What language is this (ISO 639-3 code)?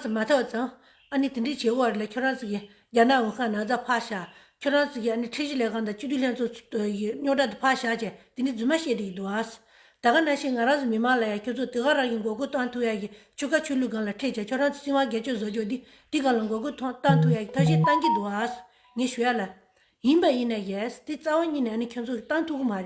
bod